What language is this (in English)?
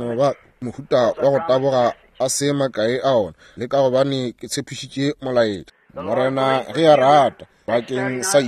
Northern Sotho